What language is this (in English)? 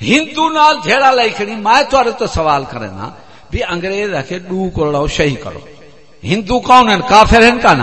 Saraiki